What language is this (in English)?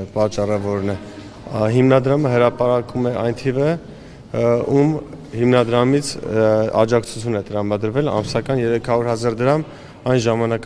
Armenian